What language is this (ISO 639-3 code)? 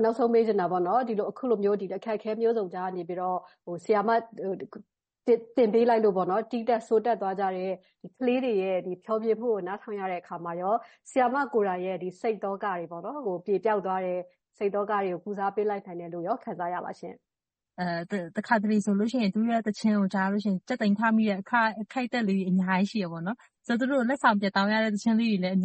mya